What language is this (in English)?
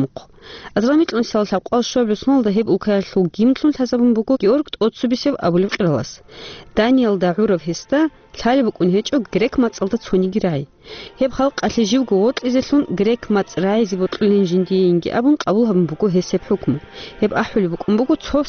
Avaric